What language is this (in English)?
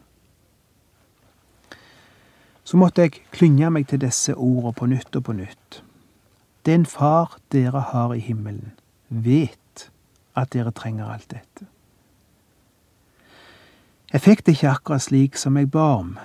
Norwegian